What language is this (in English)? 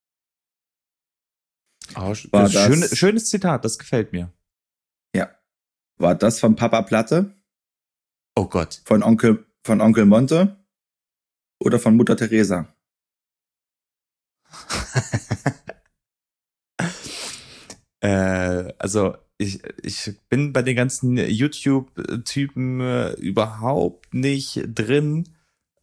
German